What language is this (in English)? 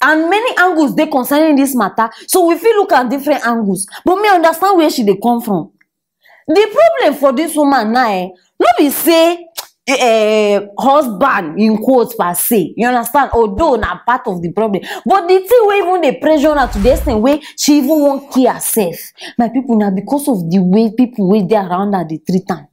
Nigerian Pidgin